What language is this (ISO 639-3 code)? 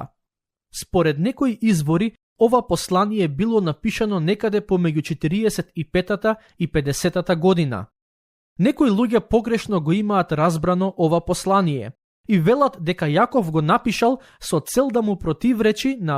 mkd